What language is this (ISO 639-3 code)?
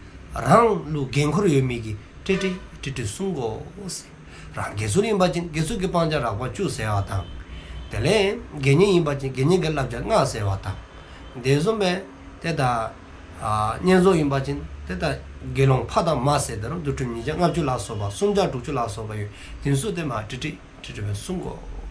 dzo